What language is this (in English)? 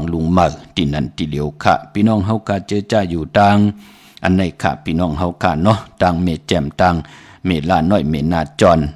Shan